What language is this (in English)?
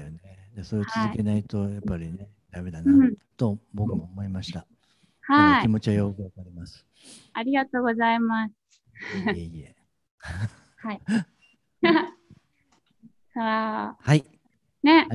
Japanese